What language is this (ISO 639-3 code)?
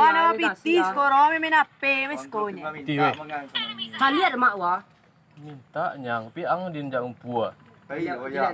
min